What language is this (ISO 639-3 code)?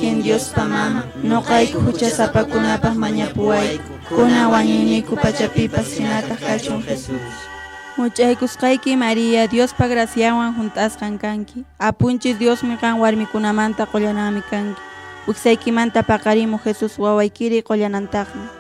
que